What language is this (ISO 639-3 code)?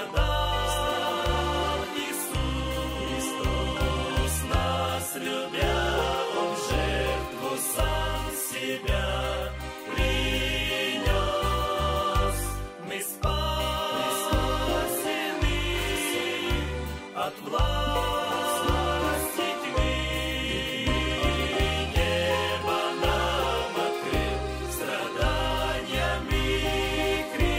rus